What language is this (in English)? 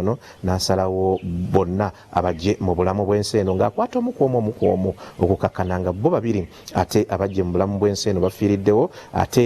Ganda